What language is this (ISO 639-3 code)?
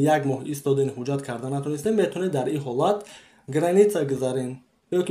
tgk